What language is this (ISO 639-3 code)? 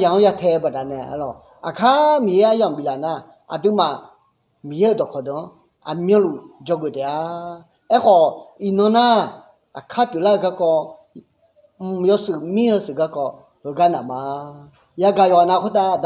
ahk